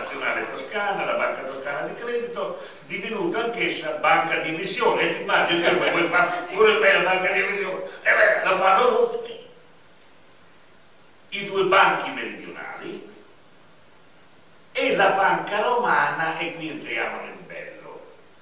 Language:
Italian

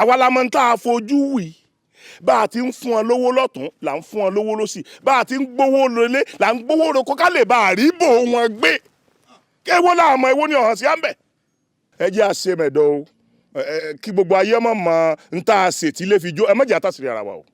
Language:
Yoruba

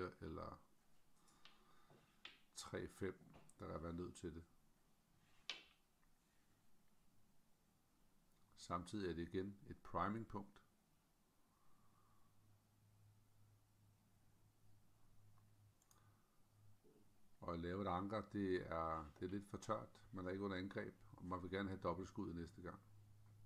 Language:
Danish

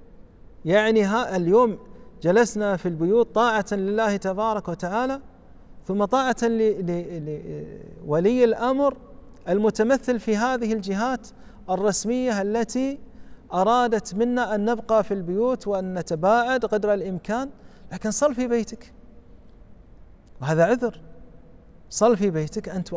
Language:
Arabic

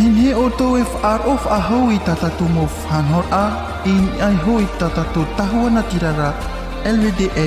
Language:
Tahitian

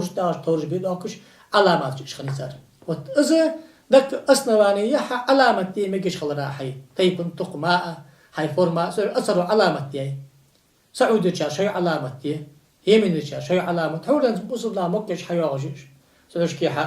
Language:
Ingush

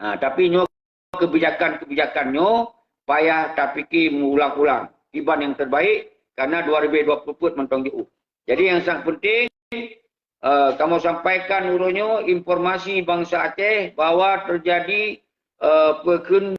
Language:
Achinese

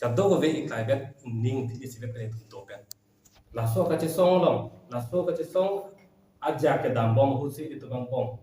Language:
Karbi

